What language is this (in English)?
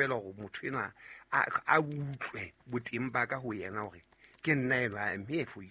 Southern Sotho